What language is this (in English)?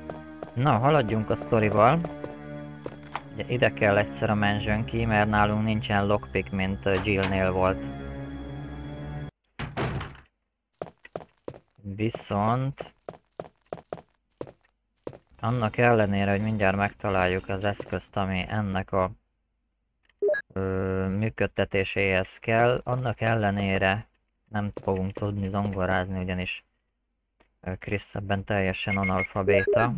Hungarian